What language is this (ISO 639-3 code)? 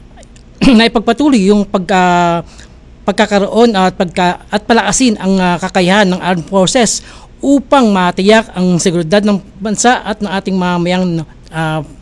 fil